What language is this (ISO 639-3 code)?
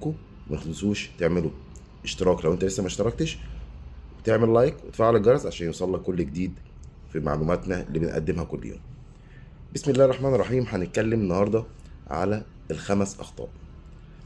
arz